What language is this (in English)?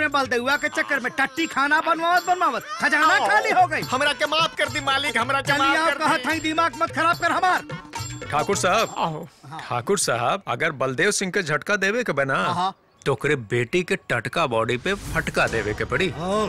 Bhojpuri